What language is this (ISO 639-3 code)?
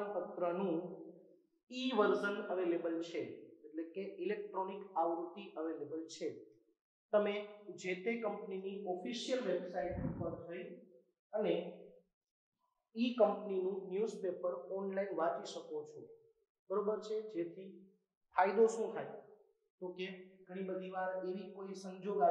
guj